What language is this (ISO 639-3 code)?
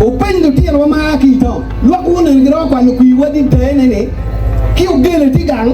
ach